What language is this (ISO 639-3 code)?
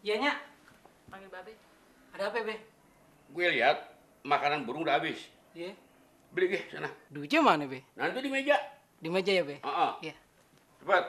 bew